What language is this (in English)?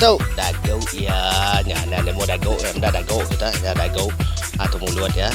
Iban